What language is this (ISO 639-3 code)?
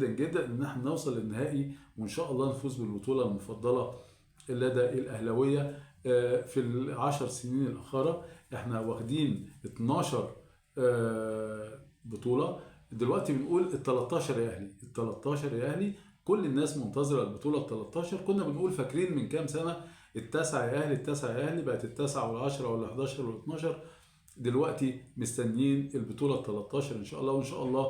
arz